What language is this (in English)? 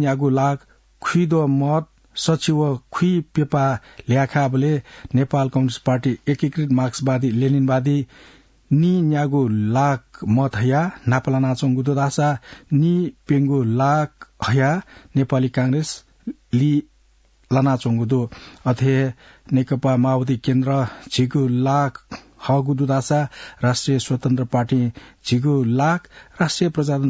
Newari